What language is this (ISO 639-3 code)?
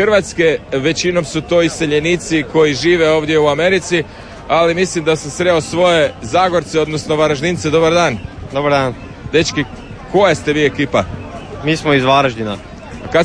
hrv